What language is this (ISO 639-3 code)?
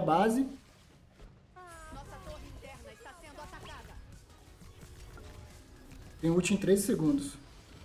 por